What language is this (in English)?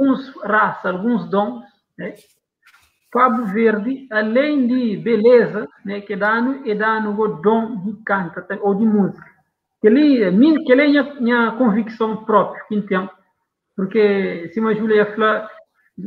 Kabuverdianu